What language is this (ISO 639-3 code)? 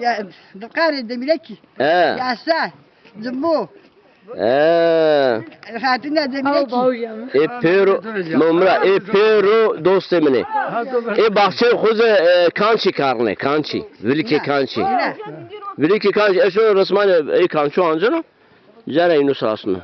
zza